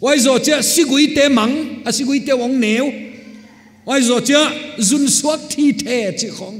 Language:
Paite Chin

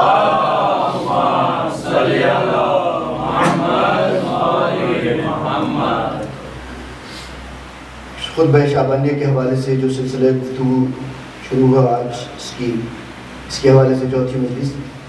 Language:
Urdu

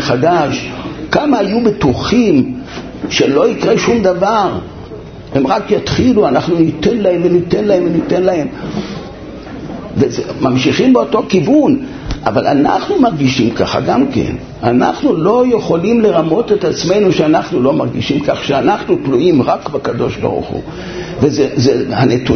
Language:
Hebrew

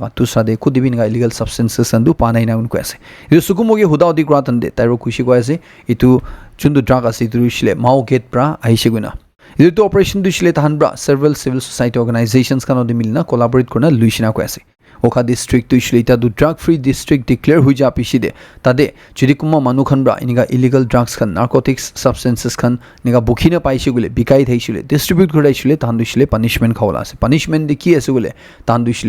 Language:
Naga Pidgin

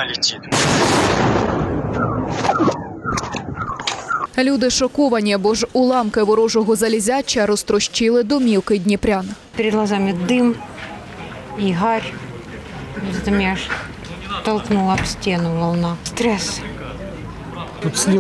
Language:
Ukrainian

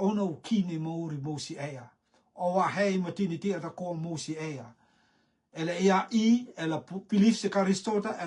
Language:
Rotuman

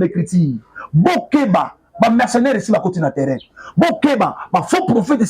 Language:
Lingala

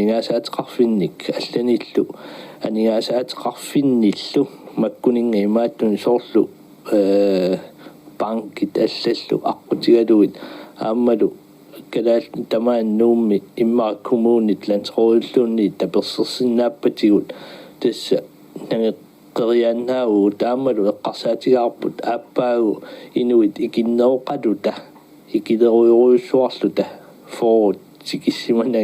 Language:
Kalaallisut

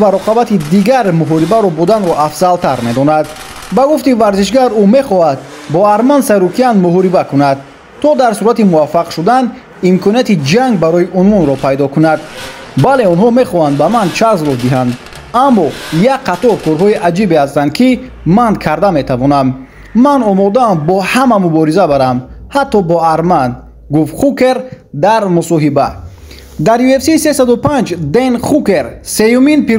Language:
Tajik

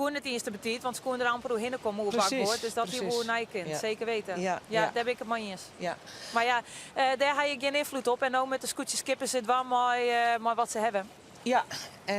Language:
Western Frisian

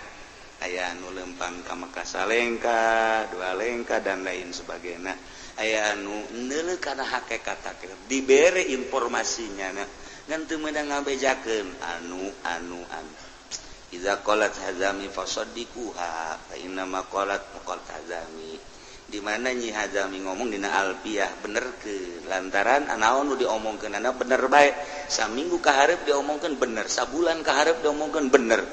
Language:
Sundanese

